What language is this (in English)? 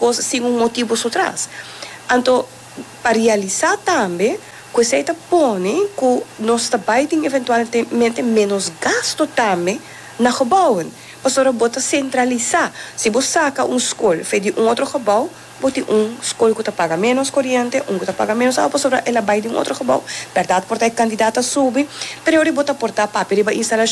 Papiamento